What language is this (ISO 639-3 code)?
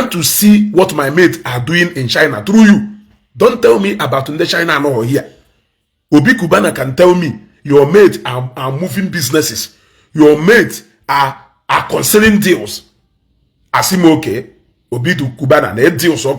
ibo